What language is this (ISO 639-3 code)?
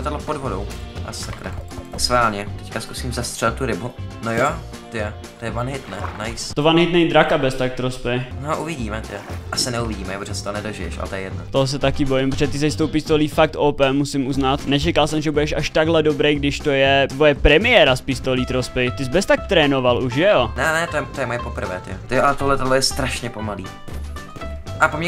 ces